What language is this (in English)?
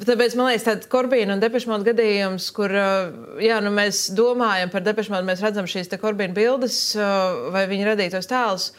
Latvian